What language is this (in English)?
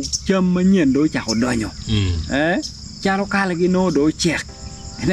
Acoli